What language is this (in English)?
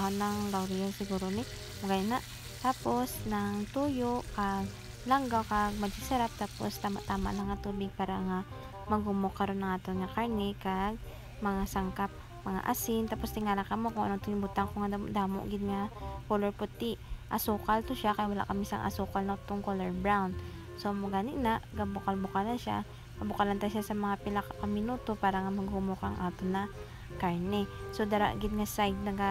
Hiligaynon